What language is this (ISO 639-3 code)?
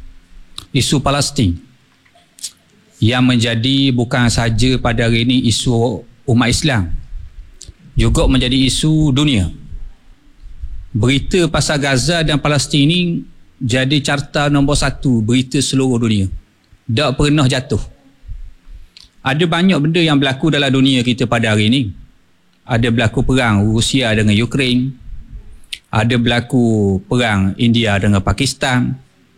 msa